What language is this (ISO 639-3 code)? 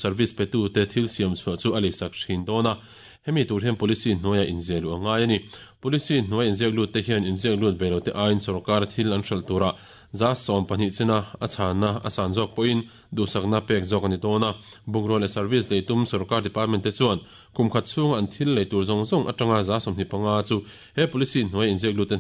lus